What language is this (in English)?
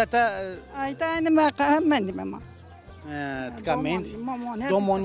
Zaza